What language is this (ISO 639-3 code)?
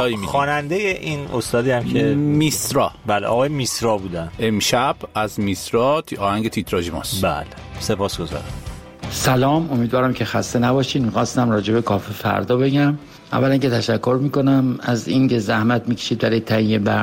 fas